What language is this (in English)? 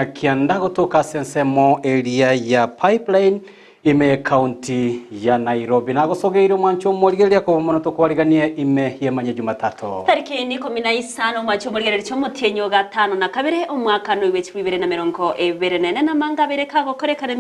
Gusii